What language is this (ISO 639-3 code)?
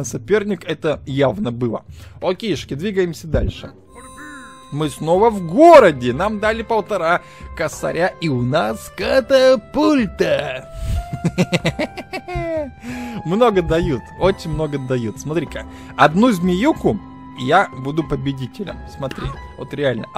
rus